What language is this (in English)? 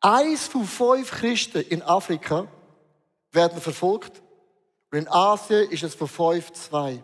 Swiss German